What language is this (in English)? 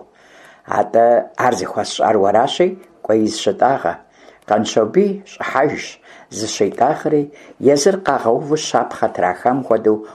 Kabardian